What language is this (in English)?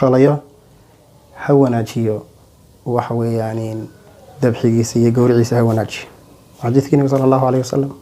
Somali